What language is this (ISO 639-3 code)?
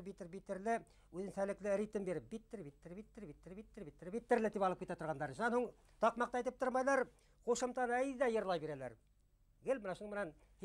bak